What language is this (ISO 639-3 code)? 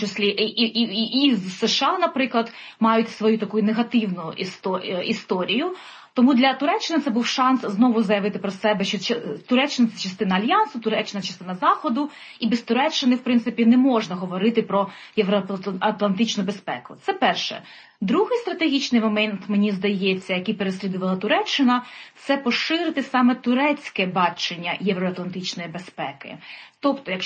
ukr